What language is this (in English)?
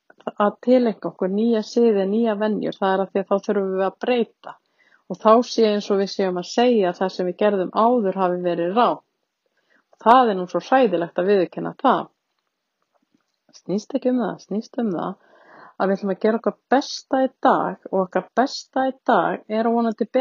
Icelandic